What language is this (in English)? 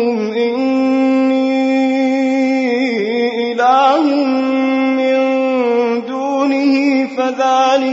Arabic